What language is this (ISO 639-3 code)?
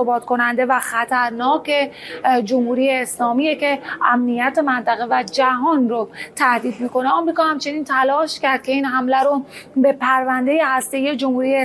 fas